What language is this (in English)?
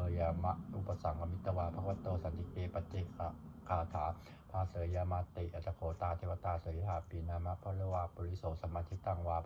Pali